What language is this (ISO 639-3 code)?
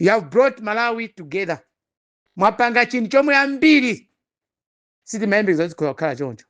nya